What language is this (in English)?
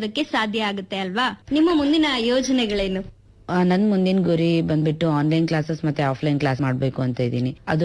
Kannada